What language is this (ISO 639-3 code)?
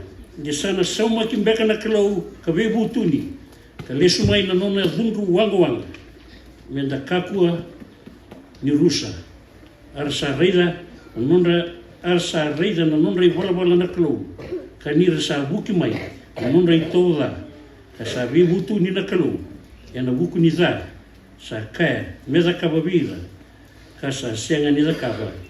fij